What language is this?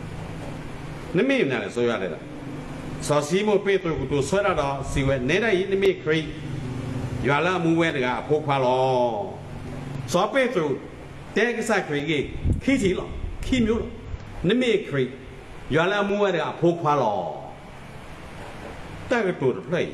S'gaw Karen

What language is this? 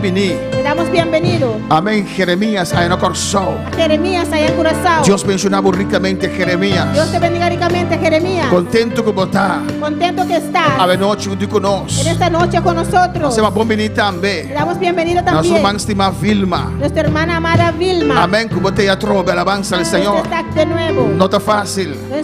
Papiamento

